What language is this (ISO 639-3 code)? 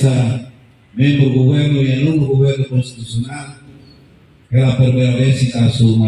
tet